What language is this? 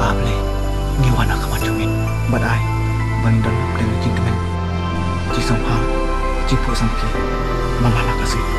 Khasi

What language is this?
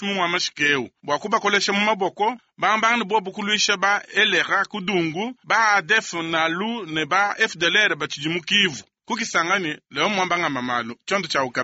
Luba-Lulua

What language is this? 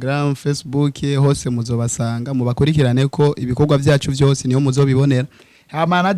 Rundi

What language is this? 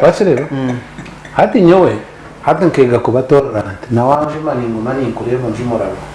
Nyankole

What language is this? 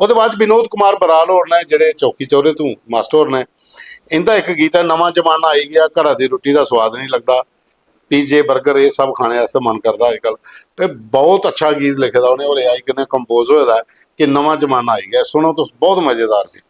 Dogri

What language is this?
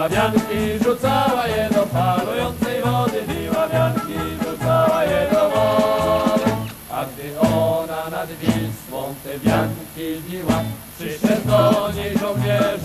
Polish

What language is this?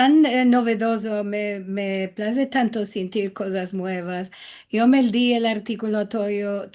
Ladino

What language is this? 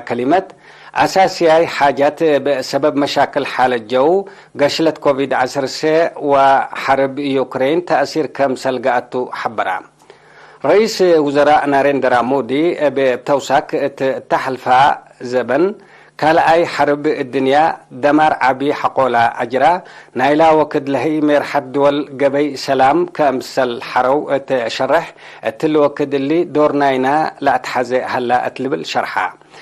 Tigre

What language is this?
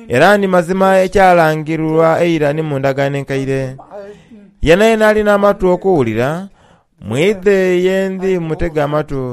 Soga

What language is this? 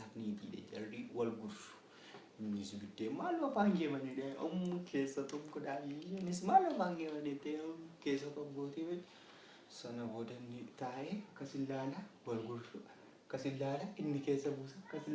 Oromo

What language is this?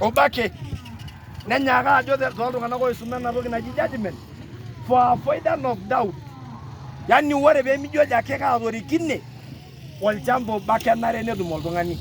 Masai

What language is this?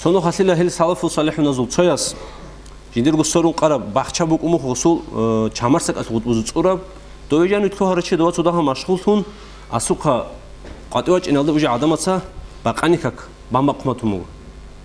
Avaric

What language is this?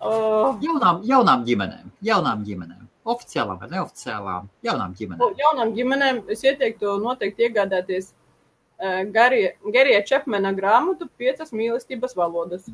Latvian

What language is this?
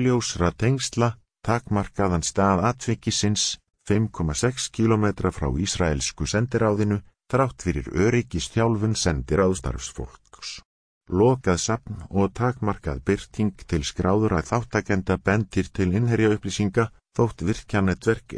Icelandic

